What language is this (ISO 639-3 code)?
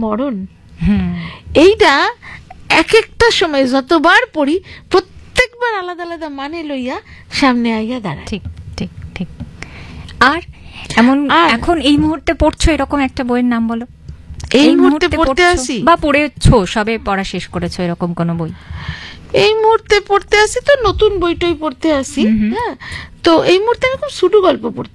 ben